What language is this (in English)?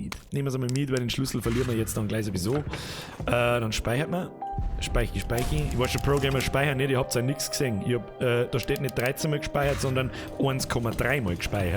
Bavarian